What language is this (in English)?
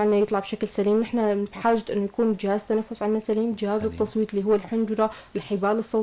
North Levantine Arabic